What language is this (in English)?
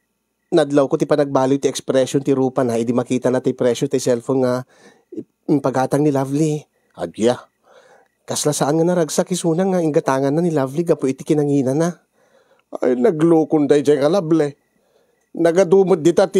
Iloko